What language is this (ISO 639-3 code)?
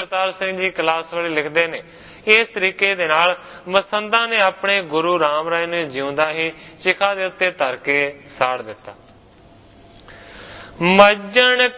pan